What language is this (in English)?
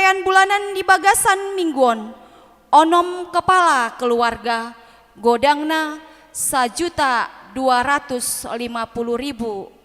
Batak Toba